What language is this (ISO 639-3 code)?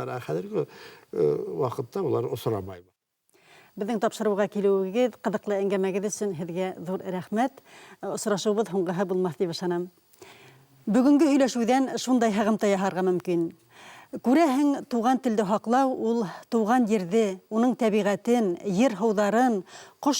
bak